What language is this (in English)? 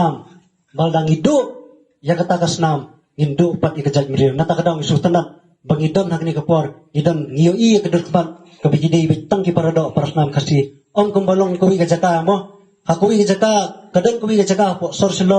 Khasi